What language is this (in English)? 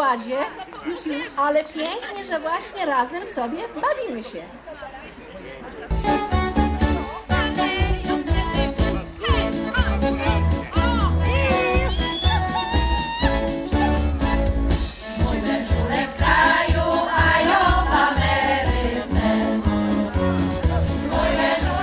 Polish